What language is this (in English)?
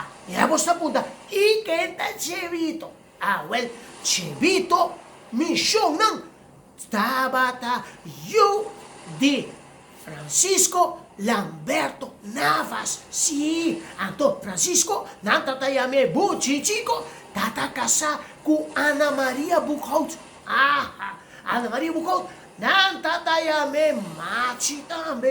Papiamento